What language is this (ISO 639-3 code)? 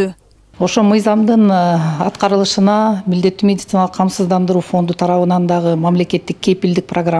kir